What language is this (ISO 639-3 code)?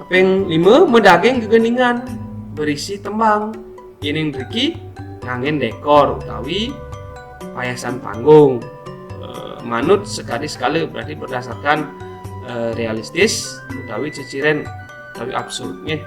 ban